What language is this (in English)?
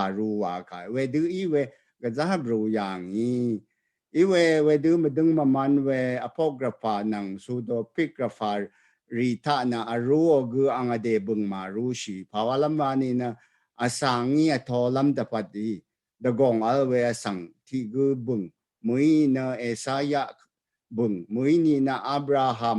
Rawang